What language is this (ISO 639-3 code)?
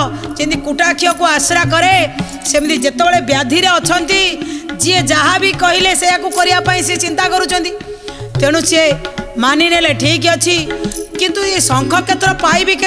ori